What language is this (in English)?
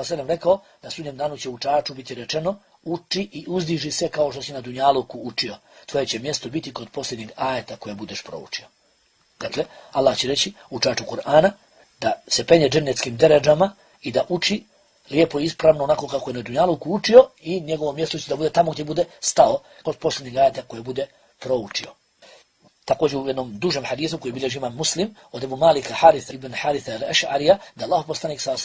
Bosnian